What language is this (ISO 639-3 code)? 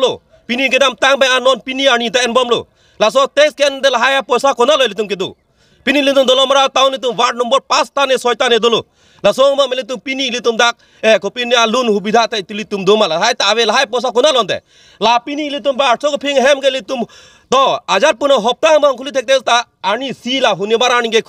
mjw